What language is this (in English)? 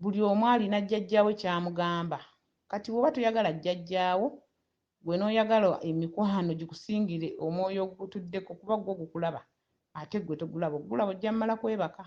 Ganda